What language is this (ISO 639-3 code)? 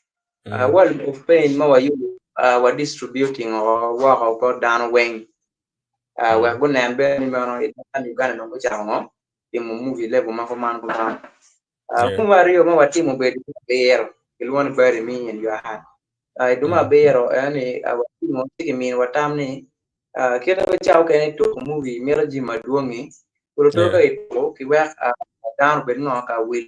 ach